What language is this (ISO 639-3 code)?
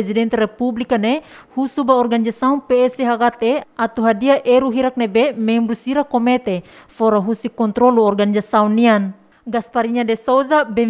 tet